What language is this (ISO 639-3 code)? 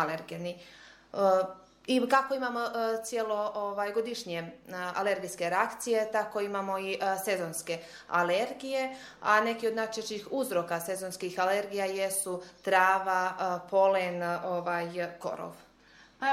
hrv